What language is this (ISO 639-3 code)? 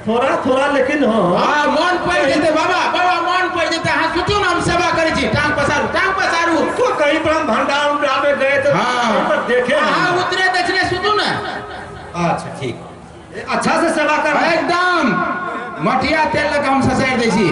mai